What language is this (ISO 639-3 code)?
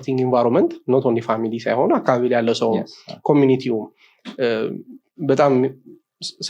amh